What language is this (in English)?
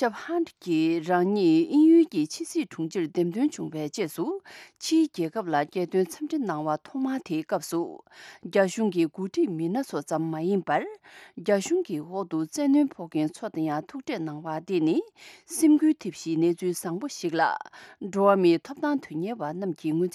Tibetan